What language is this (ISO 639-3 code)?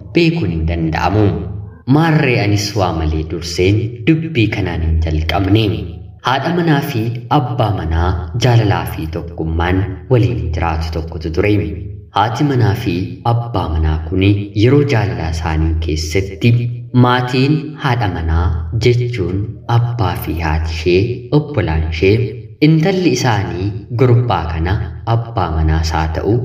orm